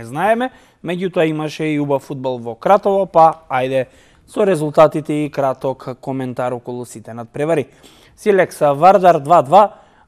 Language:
Macedonian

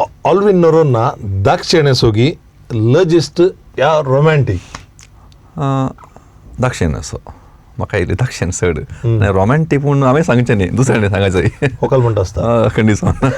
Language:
Konkani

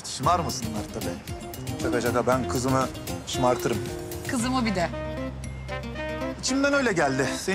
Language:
Turkish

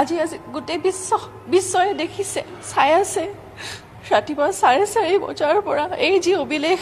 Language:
Assamese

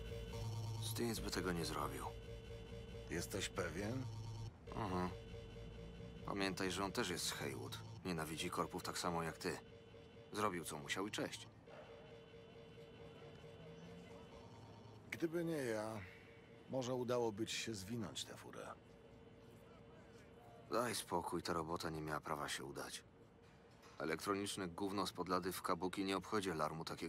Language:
Polish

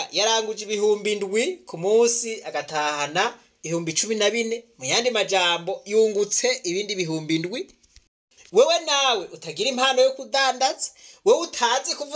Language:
Rundi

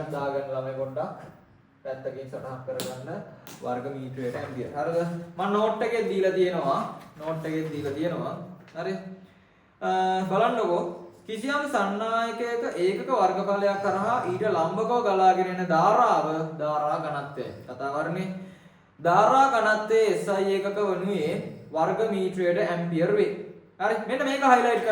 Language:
Sinhala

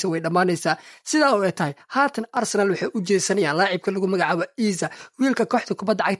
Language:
Somali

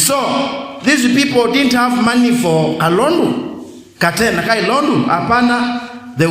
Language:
Kamba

